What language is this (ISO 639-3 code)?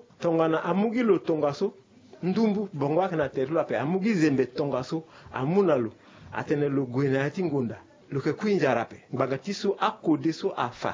sag